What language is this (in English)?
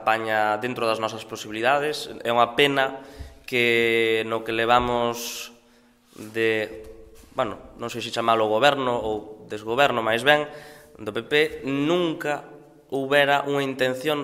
Galician